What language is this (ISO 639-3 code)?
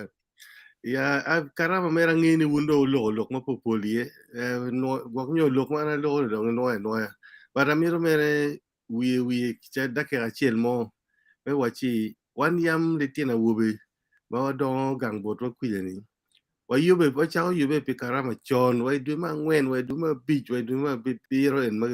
ach